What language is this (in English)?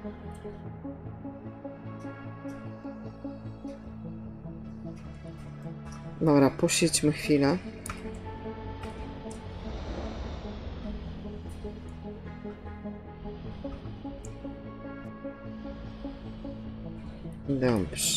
Polish